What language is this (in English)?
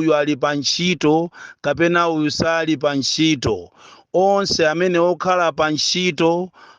Nyanja